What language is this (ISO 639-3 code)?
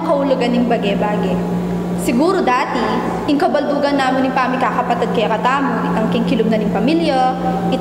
pam